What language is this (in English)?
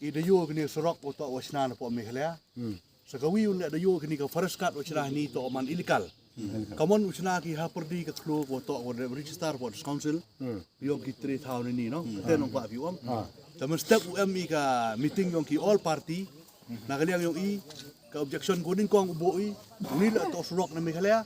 Khasi